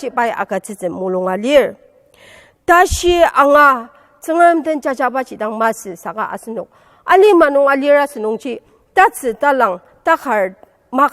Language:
Ao Naga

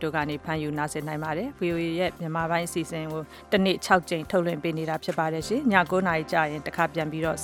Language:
Burmese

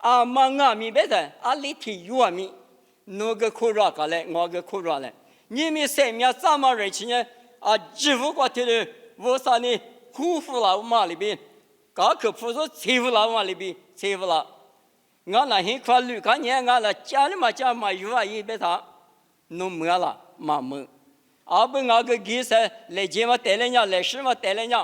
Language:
Lisu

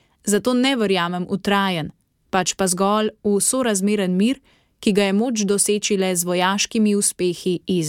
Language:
Slovenian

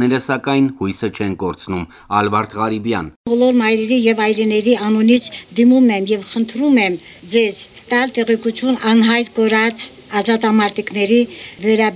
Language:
Armenian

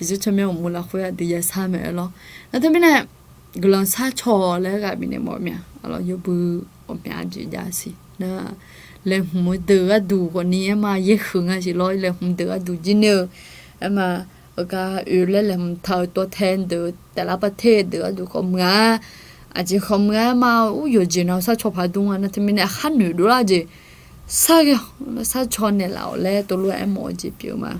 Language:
Akha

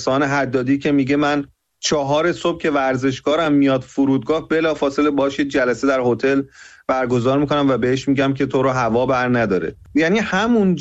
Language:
Persian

